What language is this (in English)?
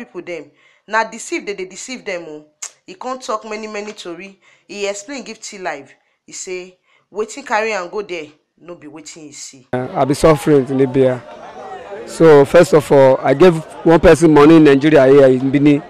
Nigerian Pidgin